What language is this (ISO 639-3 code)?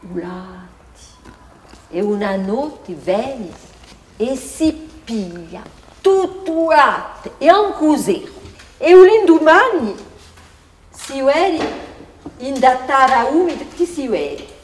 cos